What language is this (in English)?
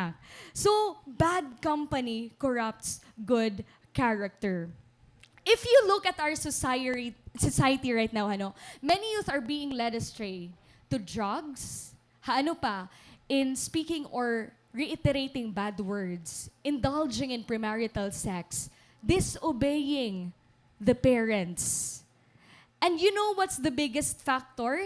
Waray